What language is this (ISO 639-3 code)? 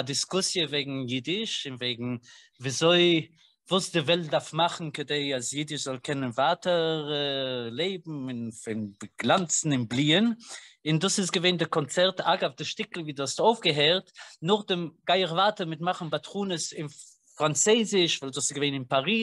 yid